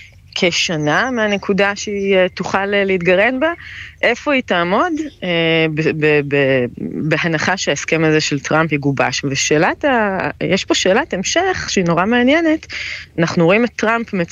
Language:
Hebrew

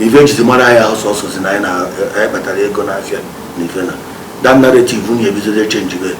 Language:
Igbo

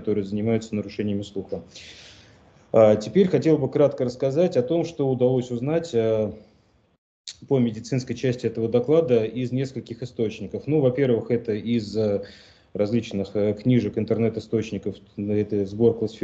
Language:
Russian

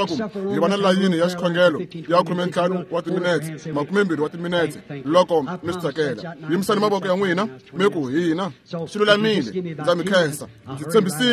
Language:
Tsonga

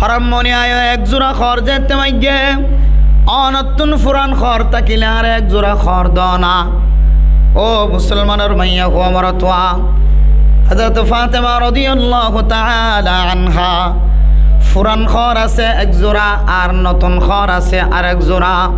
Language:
Rohingya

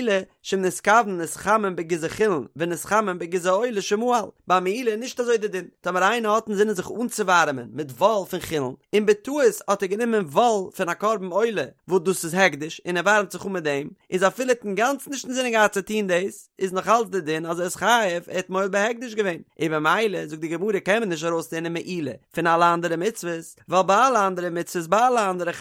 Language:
Yiddish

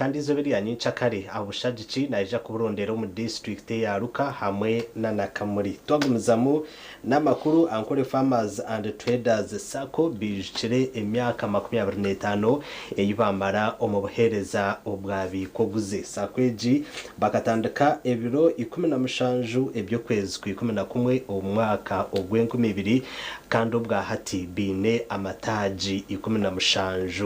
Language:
Nyankole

